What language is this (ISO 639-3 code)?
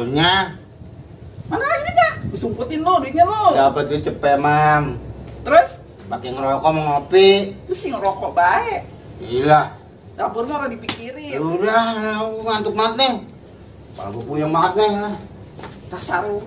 bew